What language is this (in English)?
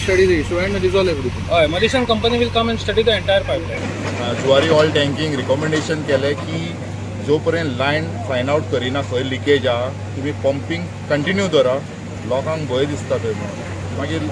Konkani